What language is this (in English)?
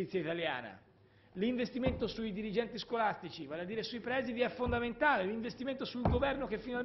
Italian